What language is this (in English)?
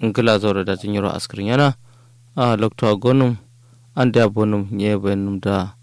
Kanuri